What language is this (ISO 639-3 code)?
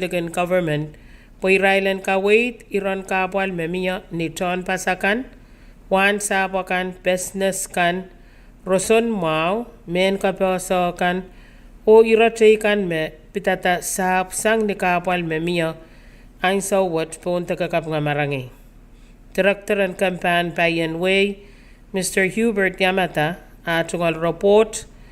pon